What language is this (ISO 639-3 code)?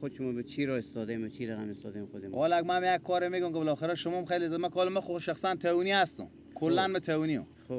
fas